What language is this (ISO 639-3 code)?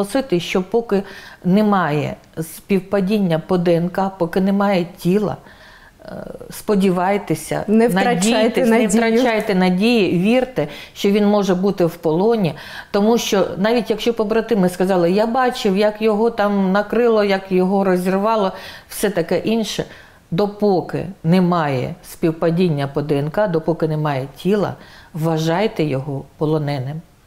ukr